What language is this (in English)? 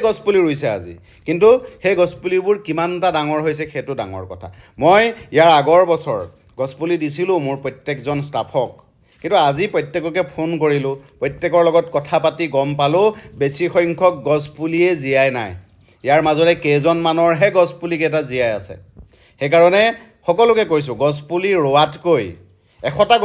Assamese